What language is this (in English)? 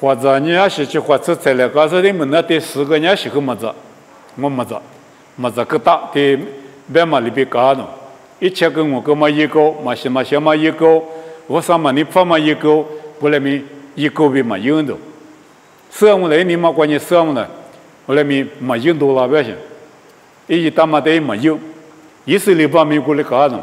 Lisu